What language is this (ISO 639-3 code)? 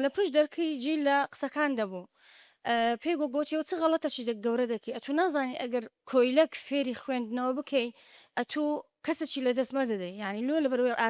ckb